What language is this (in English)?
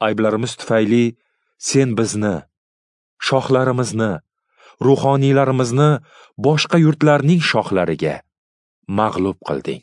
Uzbek